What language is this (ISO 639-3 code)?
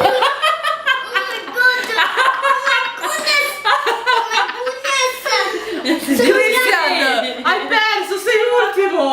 mfe